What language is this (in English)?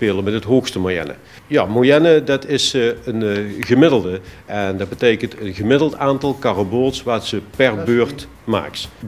Limburgish